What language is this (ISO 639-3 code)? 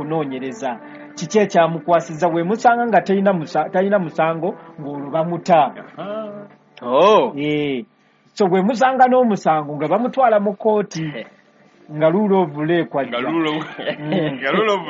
lug